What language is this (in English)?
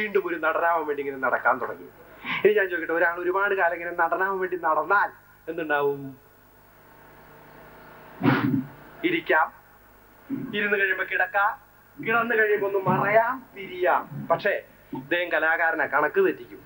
Malayalam